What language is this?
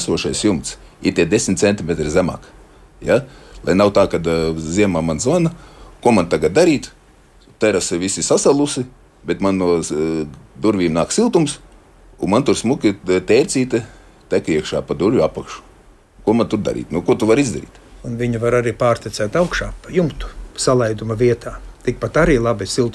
Latvian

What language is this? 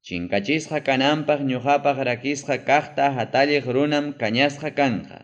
Ayacucho Quechua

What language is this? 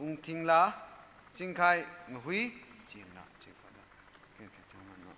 Tangkhul Naga (India)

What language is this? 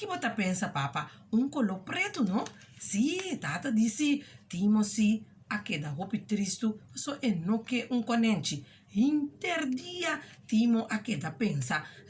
Papiamento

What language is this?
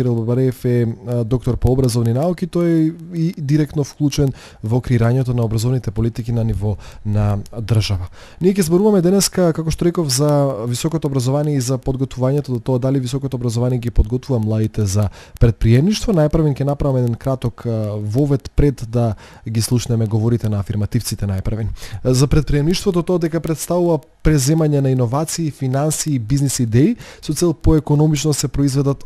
Macedonian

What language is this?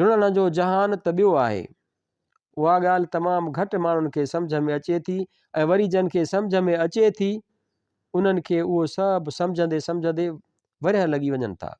Sindhi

